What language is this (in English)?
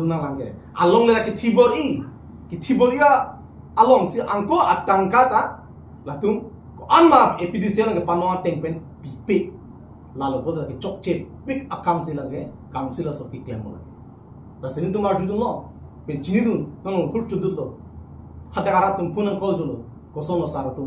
Karbi